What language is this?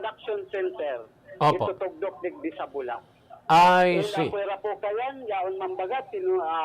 Bikol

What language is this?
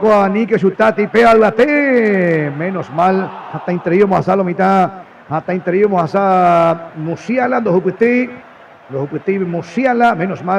Guarani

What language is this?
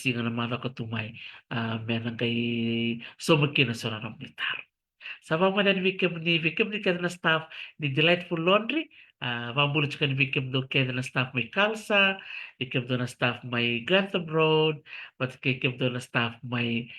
Fijian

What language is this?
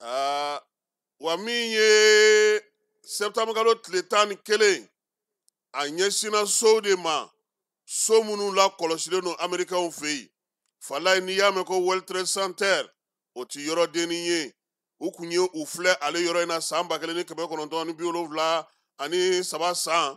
Bambara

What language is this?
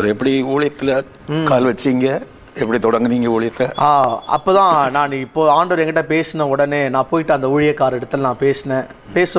Tamil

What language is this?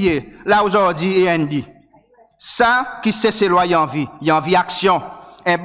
Seselwa Creole French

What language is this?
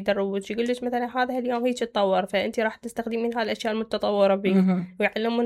Mesopotamian Arabic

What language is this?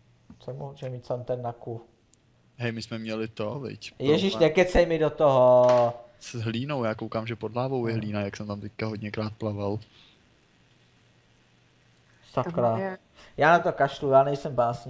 Czech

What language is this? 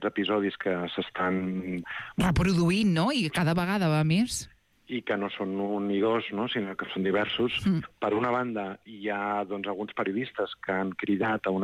Catalan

